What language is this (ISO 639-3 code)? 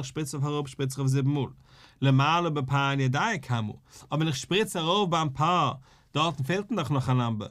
yid